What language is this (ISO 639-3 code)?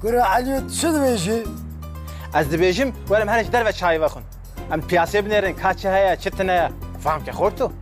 kur